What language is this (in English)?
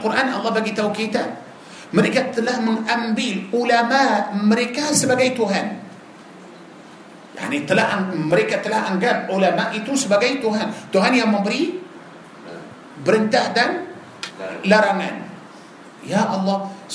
Malay